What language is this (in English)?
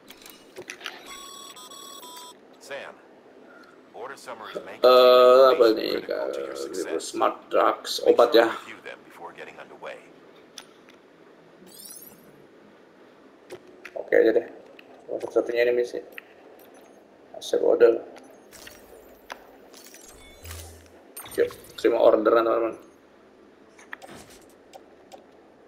Indonesian